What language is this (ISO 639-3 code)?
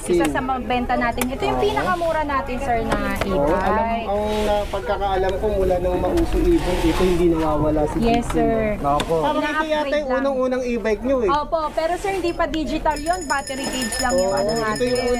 fil